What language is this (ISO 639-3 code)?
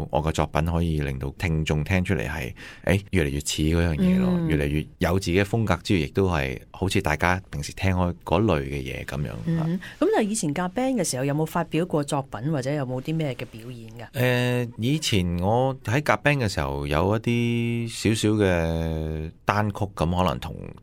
yue